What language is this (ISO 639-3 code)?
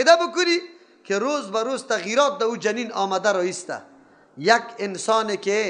fas